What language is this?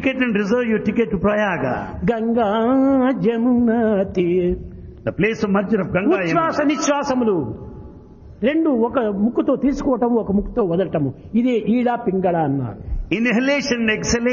Telugu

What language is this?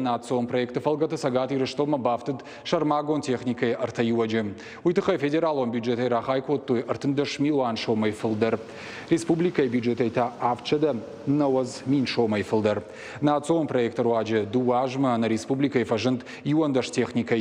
Ossetic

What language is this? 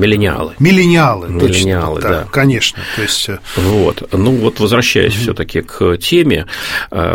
Russian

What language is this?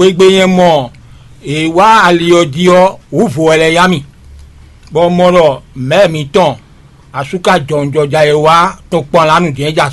Fon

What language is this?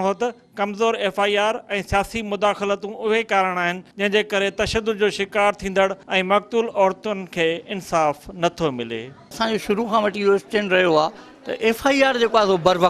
Sindhi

